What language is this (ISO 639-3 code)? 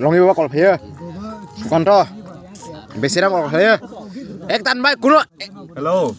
trp